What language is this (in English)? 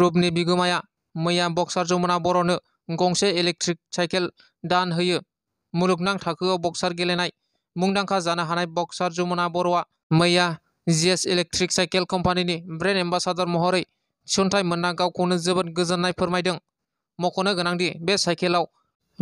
Bodo